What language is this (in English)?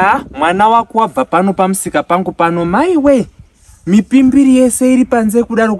Shona